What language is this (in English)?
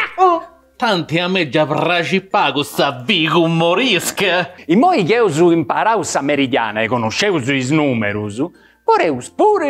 Sardinian